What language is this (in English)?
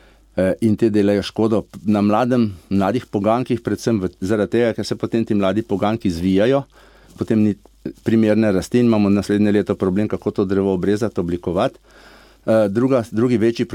Slovenian